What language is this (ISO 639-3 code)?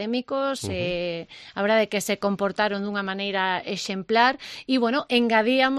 glg